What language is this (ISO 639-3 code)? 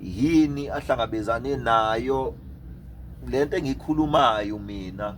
zul